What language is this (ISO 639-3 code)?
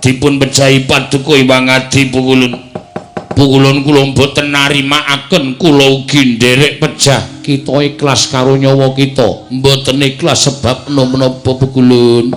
jav